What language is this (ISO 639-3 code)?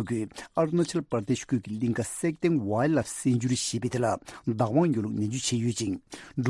bod